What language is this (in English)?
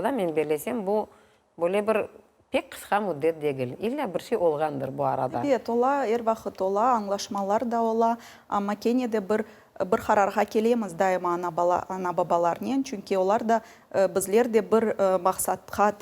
Crimean Tatar